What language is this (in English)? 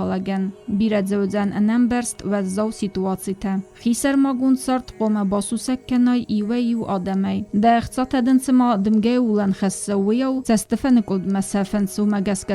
Ossetic